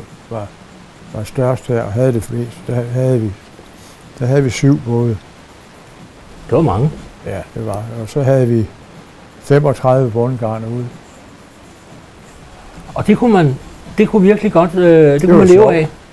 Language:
Danish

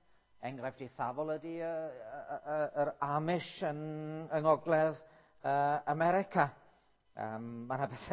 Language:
Welsh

